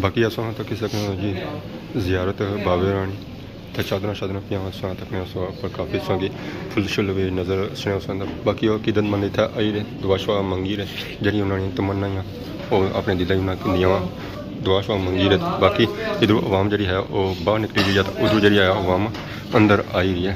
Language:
Pahari-Potwari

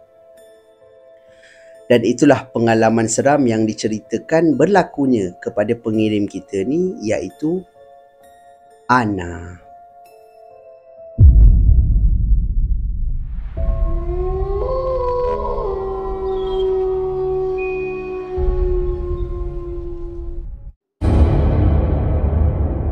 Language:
Malay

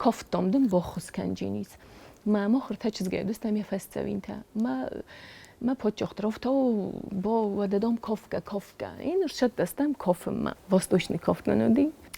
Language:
Ossetic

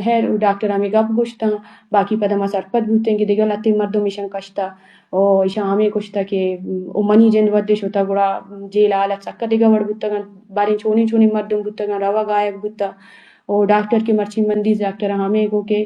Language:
Eastern Balochi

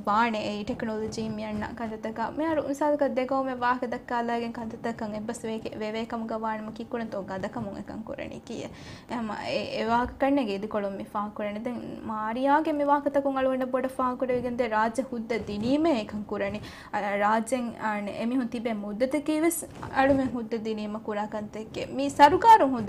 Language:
Divehi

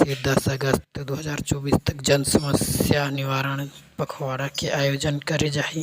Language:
Chhattisgarhi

